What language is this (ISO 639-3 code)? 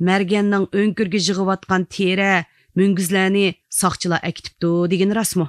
uig